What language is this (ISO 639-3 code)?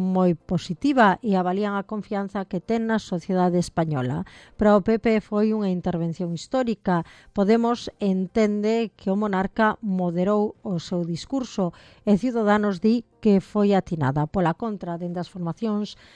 glg